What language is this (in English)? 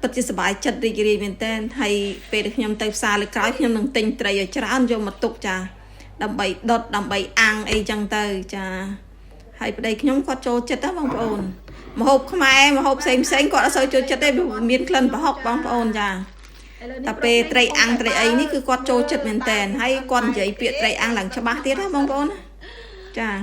Khmer